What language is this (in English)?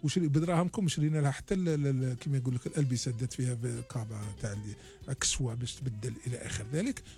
Algerian Arabic